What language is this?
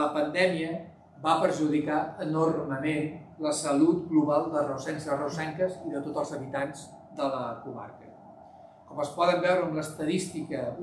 Catalan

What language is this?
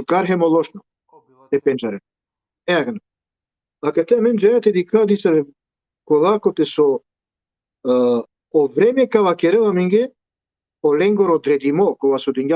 Balkan Romani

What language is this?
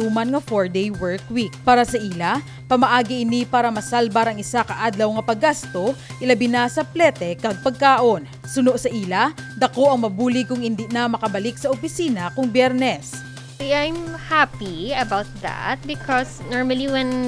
Hiligaynon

